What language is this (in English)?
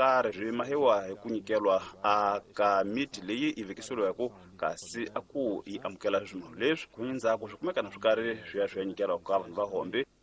Tsonga